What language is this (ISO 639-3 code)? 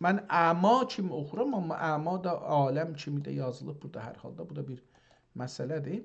azb